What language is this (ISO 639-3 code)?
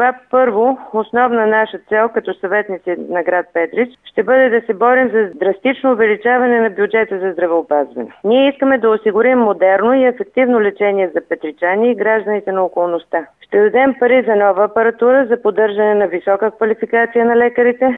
bul